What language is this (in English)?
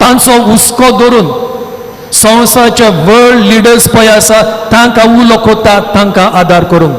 Konkani